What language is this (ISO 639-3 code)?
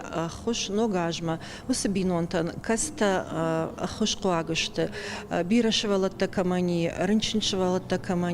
oss